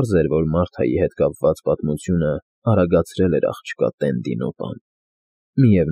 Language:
Armenian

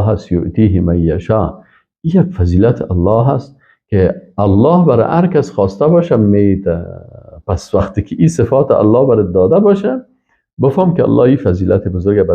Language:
Persian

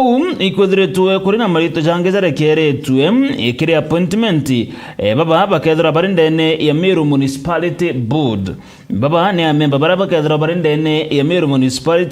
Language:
Meru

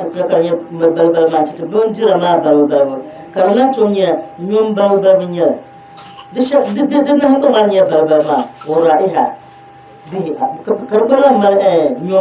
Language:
Dagbani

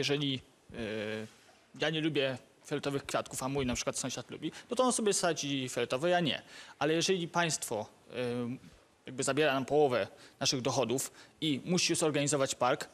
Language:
Polish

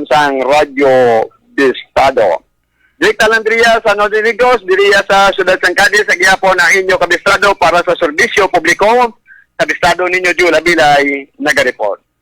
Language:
Hiligaynon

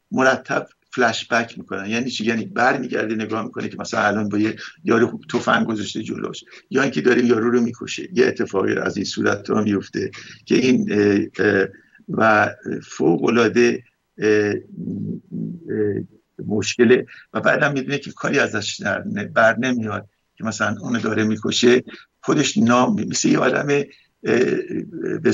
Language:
Persian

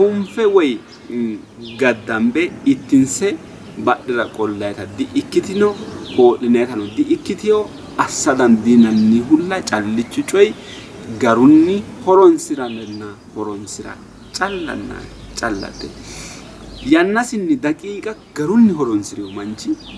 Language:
Sidamo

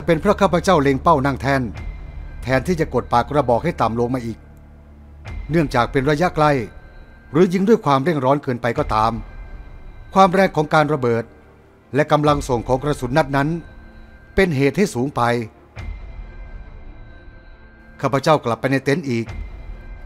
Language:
Thai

